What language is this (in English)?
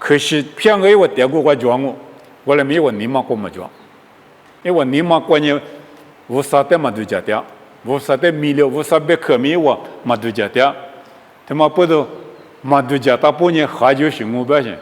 Lisu